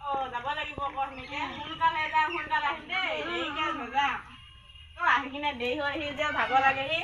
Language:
Assamese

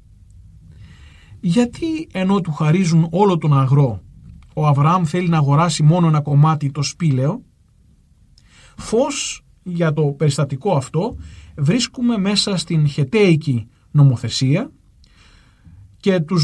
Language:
Greek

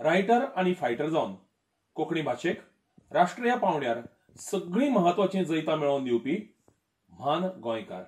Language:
Konkani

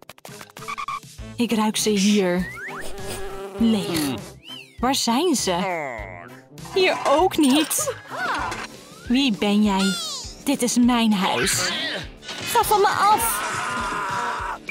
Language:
Dutch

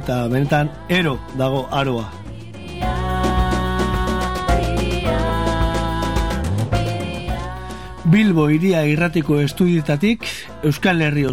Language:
Basque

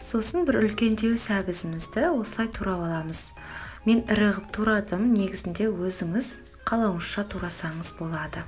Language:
Kazakh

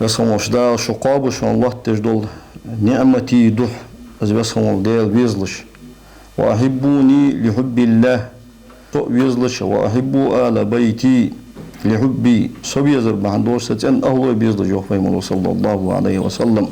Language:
Ingush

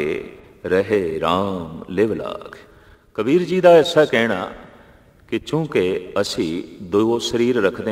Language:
Punjabi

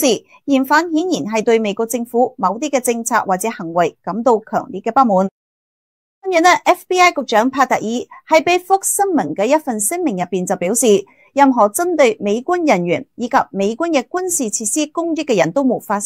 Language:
Cantonese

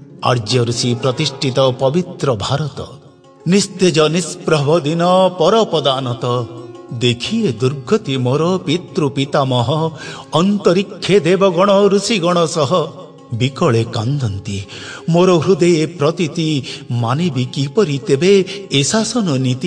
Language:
Odia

